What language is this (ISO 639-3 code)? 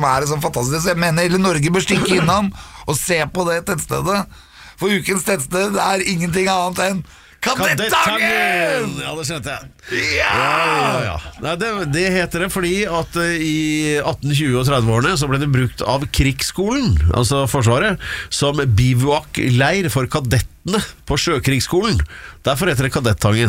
nor